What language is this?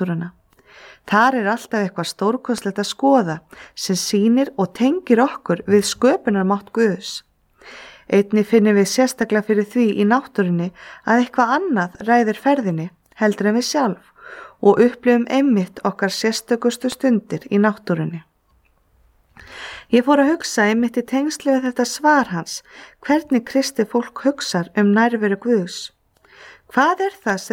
Icelandic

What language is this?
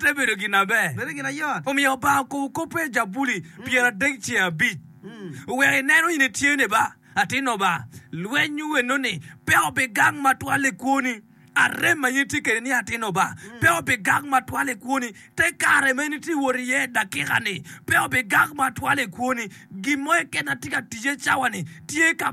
Acoli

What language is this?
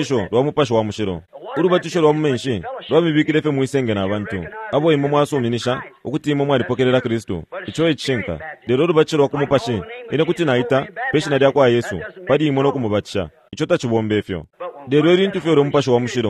Bemba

